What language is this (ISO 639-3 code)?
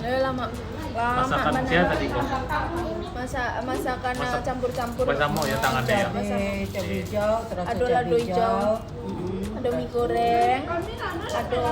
min